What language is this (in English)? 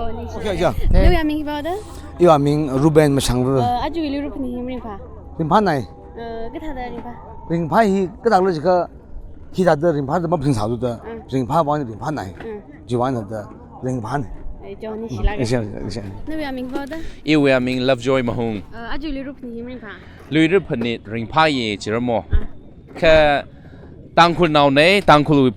Tangkhul Naga (India)